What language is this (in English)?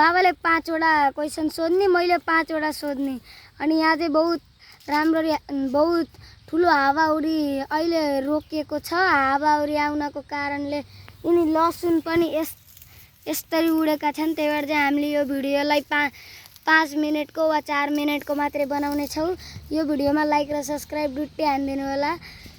Nepali